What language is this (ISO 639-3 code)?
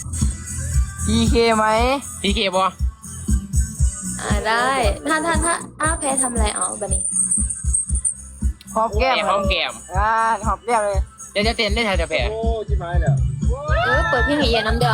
tts